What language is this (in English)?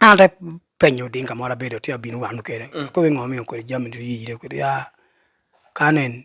Lango (Uganda)